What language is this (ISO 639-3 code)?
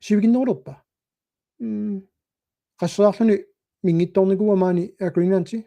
kal